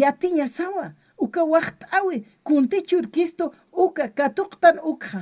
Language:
Aymara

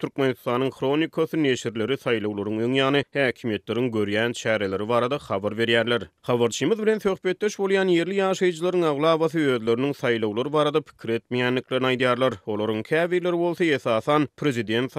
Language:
Turkmen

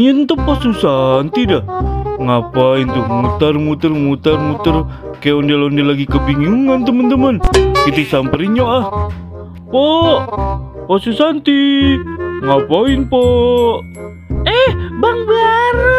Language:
Betawi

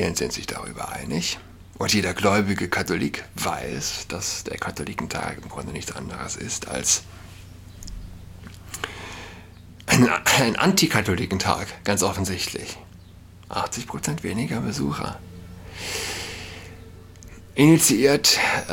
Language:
German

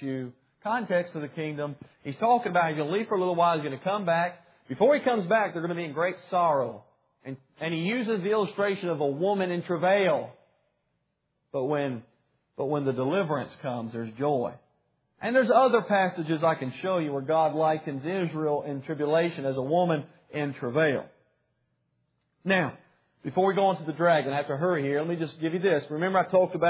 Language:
English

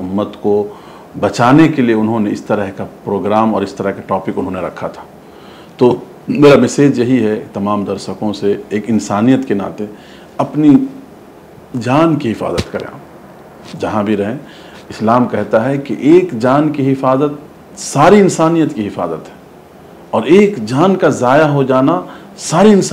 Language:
Urdu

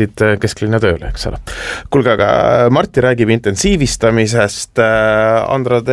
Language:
Estonian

